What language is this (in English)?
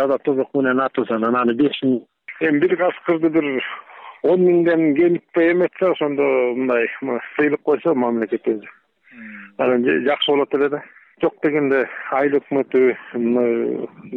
Kyrgyz